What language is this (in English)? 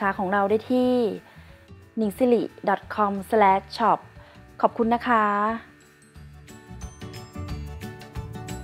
Thai